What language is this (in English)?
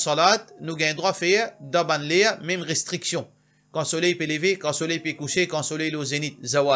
Morisyen